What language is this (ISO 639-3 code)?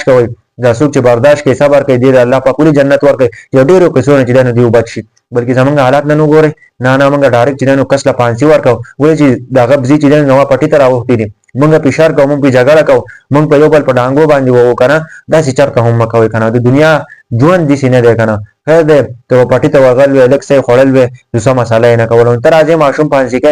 pus